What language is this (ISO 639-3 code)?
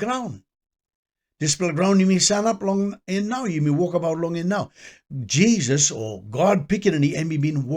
tpi